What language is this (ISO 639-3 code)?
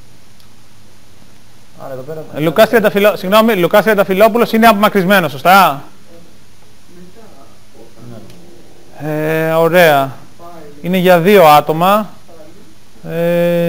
ell